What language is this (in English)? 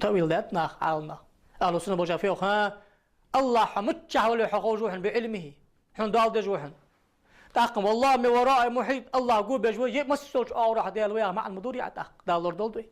Ingush